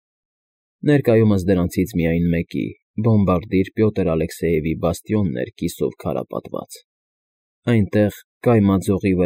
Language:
Armenian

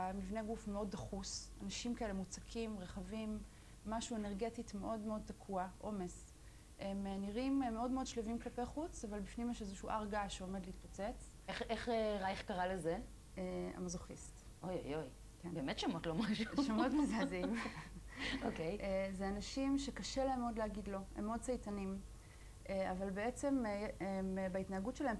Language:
Hebrew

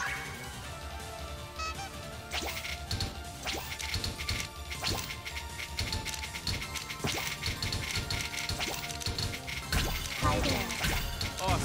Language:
English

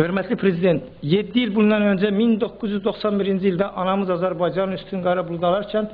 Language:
Azerbaijani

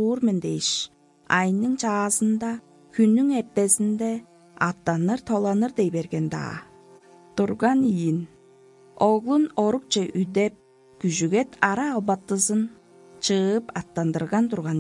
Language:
Tuvinian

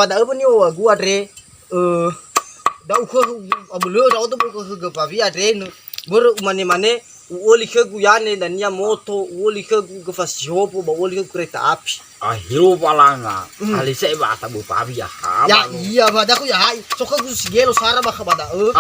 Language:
Nias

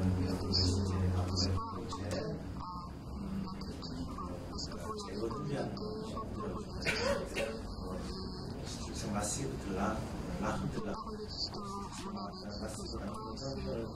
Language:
Korean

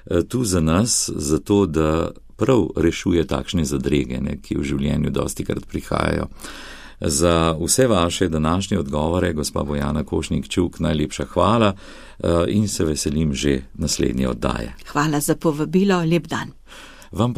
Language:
Slovenian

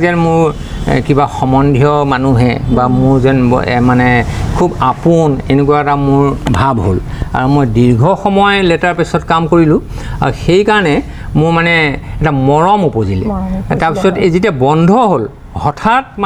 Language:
Assamese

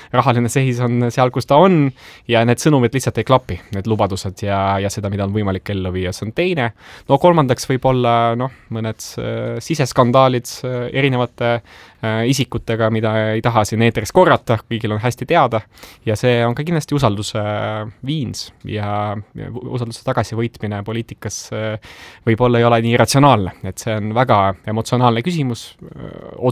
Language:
Estonian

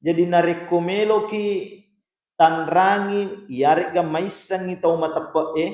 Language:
Buginese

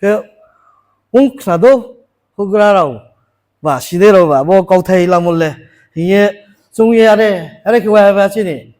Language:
Riang (India)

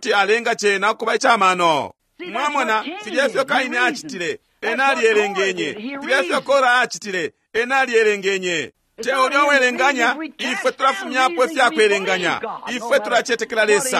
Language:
Bemba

